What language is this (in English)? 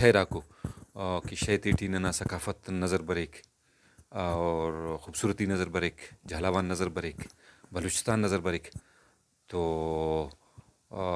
Brahui